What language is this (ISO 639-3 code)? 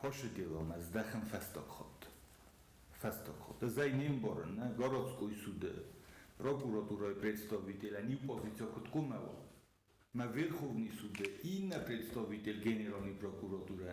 oss